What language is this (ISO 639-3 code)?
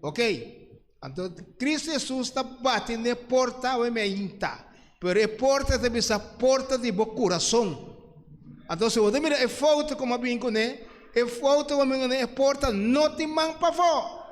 pap